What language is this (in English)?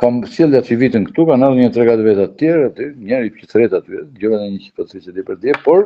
Albanian